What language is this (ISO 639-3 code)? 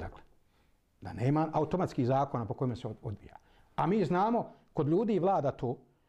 bos